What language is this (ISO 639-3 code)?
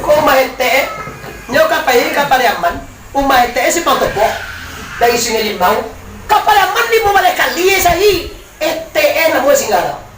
min